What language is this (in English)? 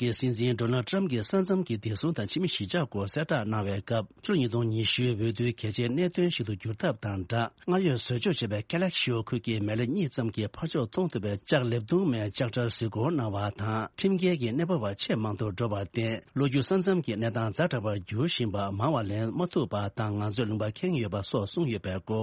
Tibetan